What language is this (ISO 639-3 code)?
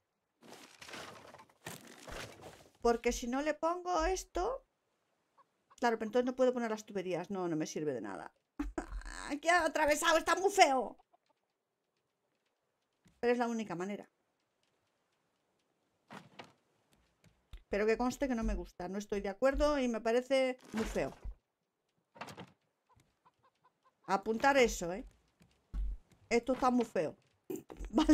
spa